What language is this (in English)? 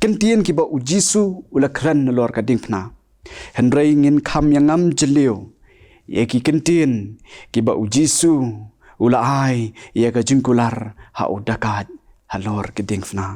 Khasi